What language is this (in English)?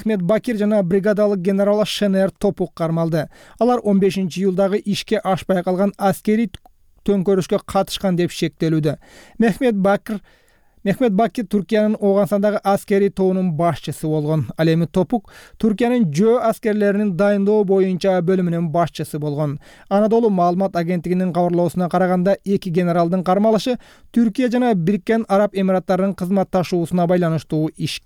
Kyrgyz